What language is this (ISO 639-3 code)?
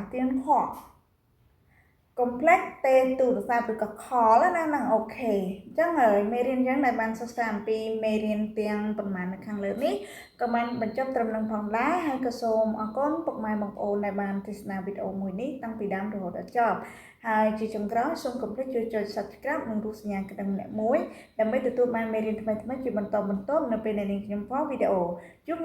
khm